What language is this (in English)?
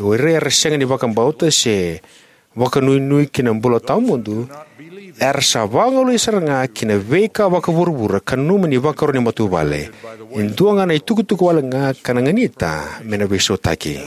Fijian